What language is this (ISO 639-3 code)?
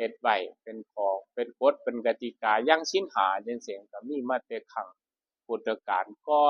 lao